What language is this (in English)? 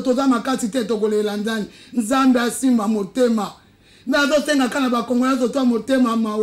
Lingala